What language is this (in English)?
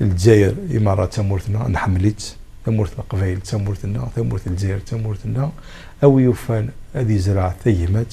Kabyle